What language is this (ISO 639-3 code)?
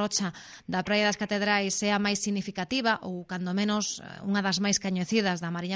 glg